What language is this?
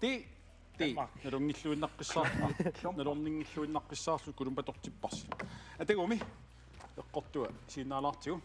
Kalaallisut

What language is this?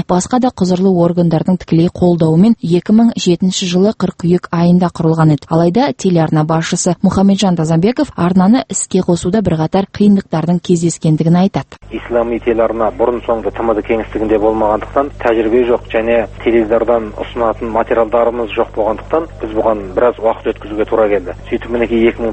Kazakh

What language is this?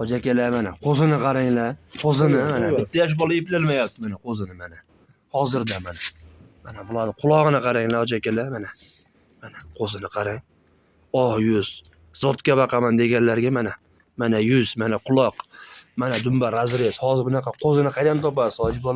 Uzbek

